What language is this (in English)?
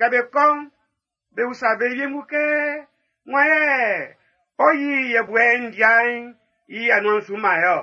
Baoulé